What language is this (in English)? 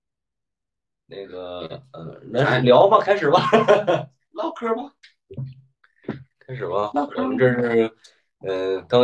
Chinese